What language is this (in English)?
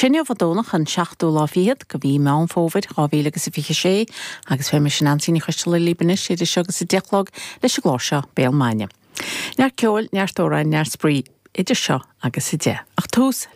Irish